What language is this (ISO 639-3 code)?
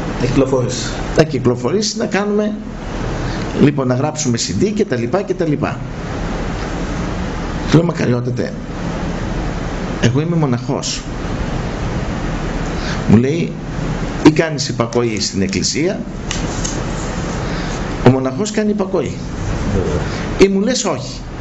ell